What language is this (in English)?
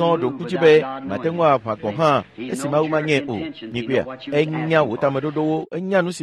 Ewe